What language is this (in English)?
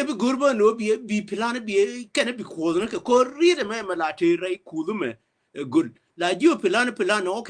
Nuer